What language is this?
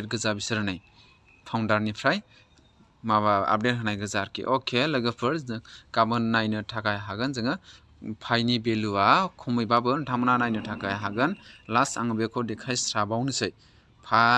Bodo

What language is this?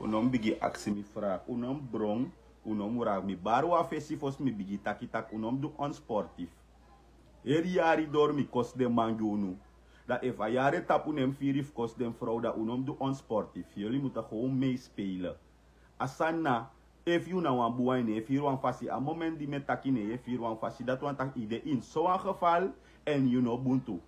Sranan Tongo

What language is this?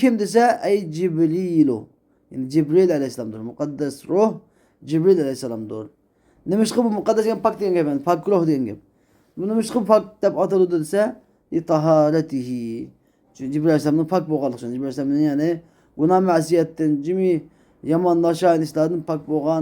Uyghur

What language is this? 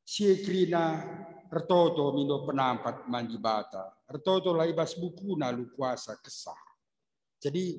Batak Karo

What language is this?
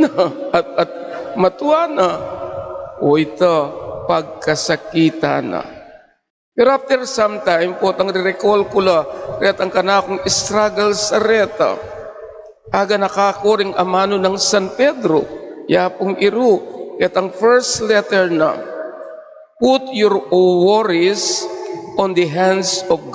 Pampanga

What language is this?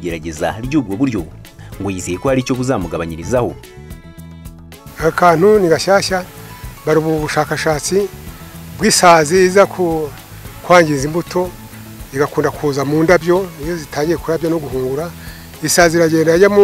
Kinyarwanda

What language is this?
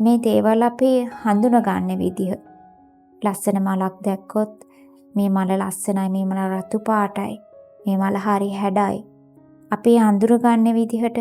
Sinhala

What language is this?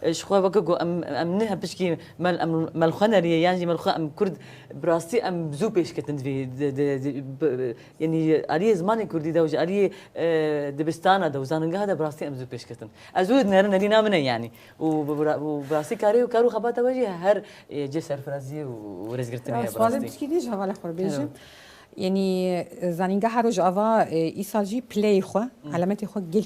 Kurdish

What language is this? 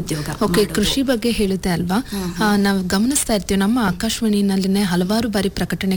Kannada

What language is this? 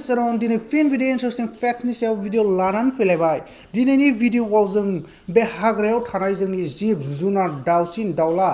Bodo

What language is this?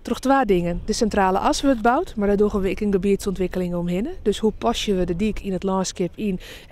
Western Frisian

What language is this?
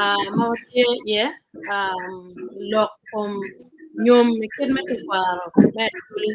Acoli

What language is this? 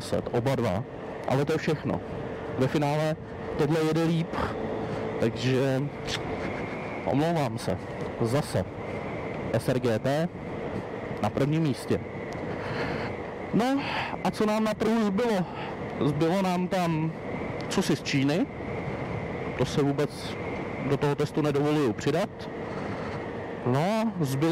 Czech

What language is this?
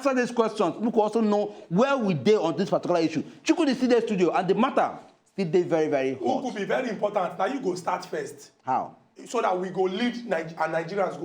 Nigerian Pidgin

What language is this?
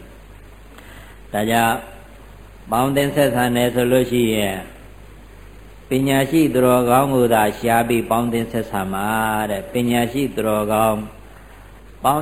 Burmese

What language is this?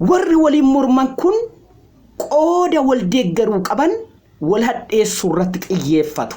Oromo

